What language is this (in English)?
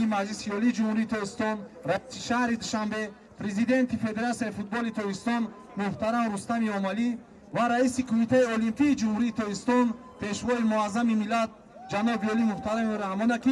Tajik